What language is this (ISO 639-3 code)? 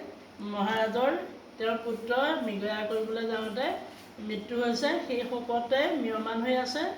asm